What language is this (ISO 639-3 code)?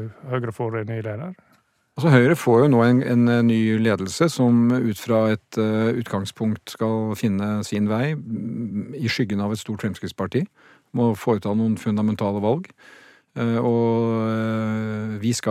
nor